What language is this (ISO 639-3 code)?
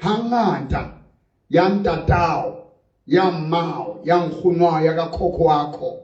sot